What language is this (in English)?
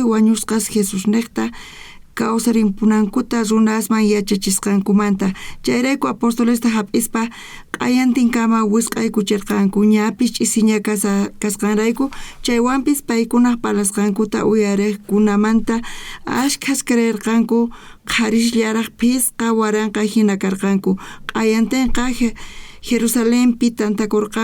South Bolivian Quechua